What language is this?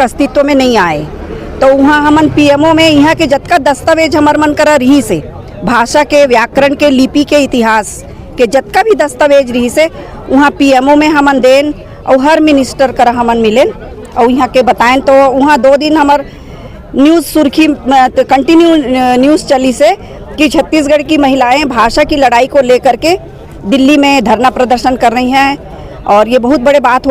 Chhattisgarhi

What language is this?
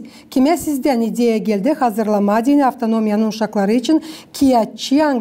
Gagauz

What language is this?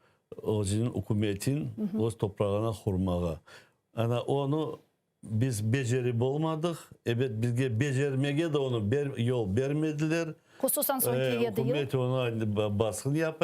Crimean Tatar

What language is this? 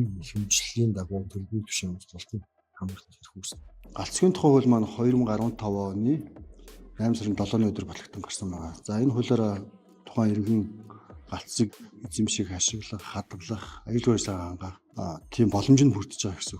Mongolian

